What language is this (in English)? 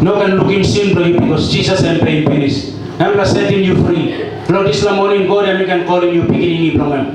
Tok Pisin